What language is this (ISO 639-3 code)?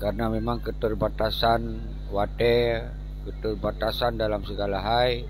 ace